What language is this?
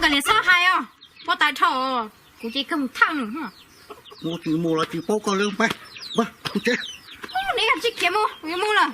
Hmong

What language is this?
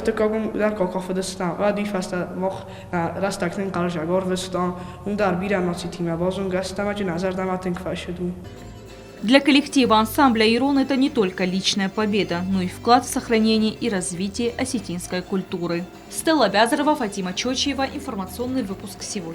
Ossetic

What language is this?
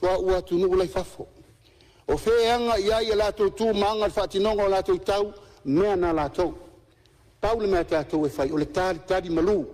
Samoan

